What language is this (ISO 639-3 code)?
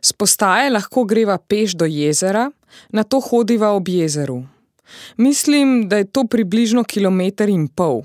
slv